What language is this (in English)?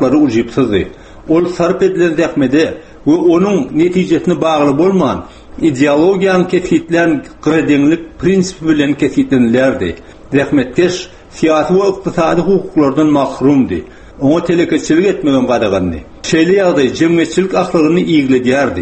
Turkmen